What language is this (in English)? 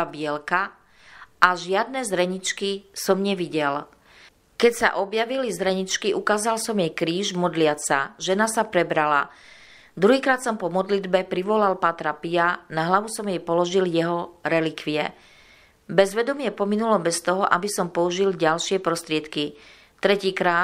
Slovak